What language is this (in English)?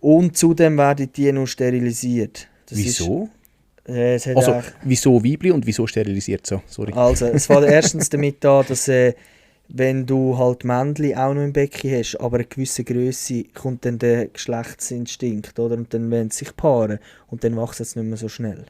Swiss German